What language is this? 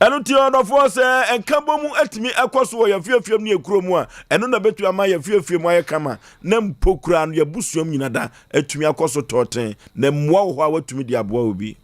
Akan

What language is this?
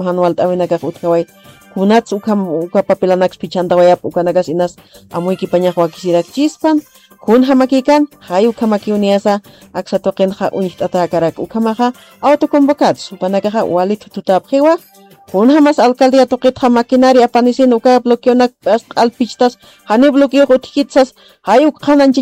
Aymara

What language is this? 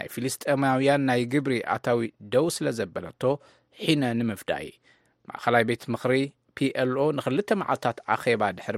Tigrinya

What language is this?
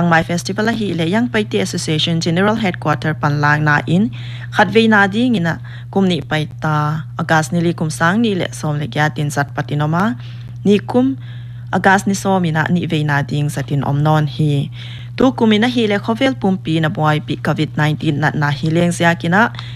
Paite Chin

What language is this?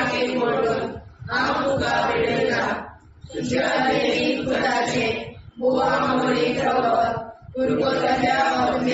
Konkani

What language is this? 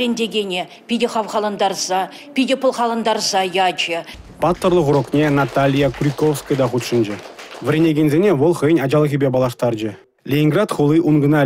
Chuvash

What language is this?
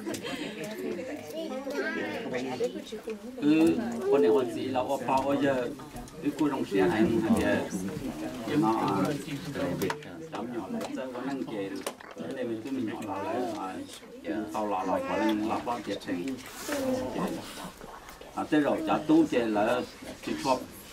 Vietnamese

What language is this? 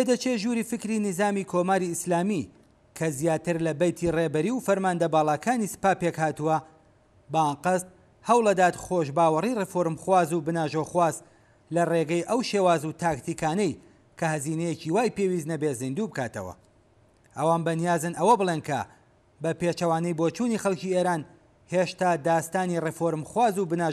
Central Kurdish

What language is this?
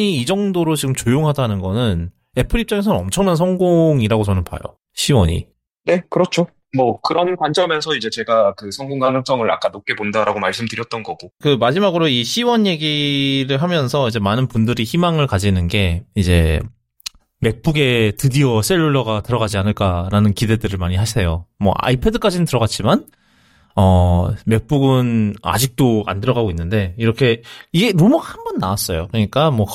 Korean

